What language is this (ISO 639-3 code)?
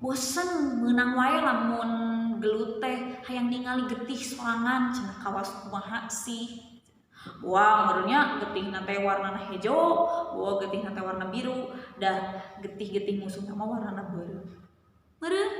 sun